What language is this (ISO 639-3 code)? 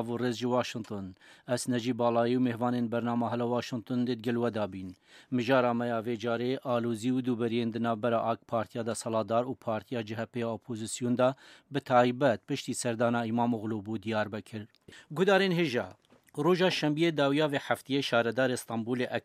kur